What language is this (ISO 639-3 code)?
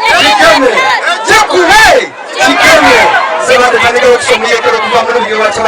xog